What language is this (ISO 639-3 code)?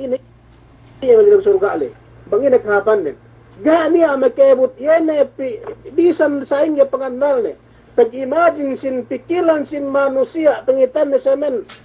yka